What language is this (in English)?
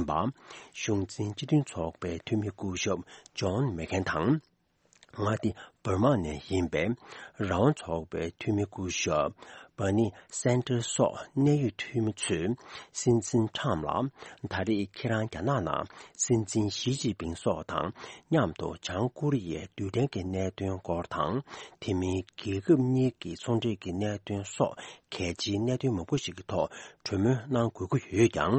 Tibetan